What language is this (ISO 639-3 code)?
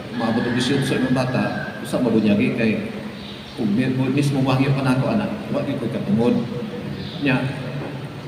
ceb